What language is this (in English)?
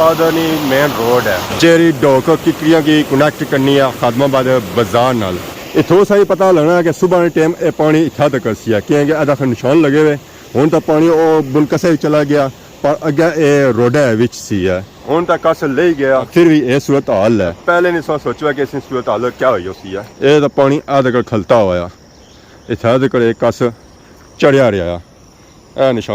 Pahari-Potwari